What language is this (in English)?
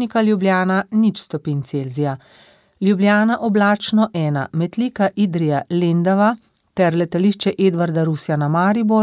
Slovenian